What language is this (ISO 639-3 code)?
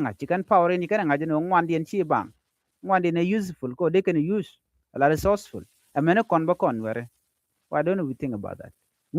nus